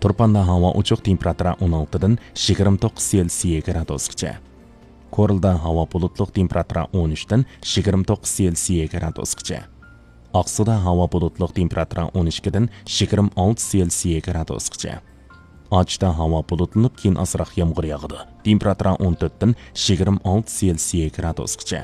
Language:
Uyghur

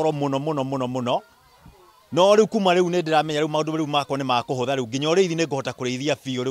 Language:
Kikuyu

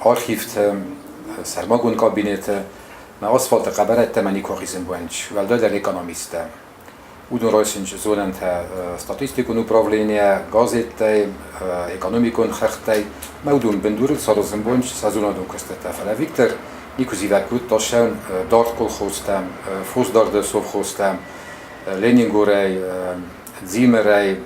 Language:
Ossetic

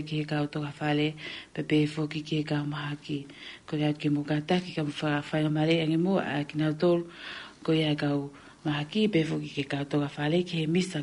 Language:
Tongan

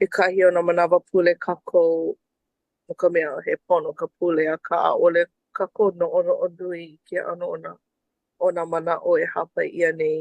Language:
Hawaiian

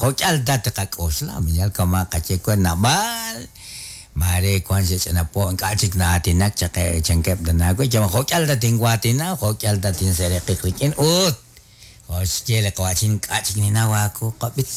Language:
Kekchí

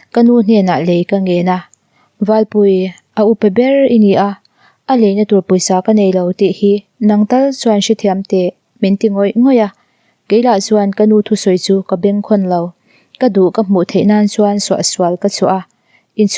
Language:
Mizo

